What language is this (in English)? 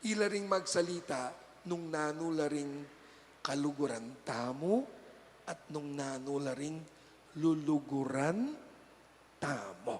Pampanga